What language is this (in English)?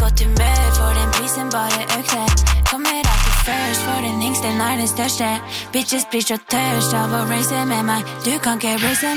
Norwegian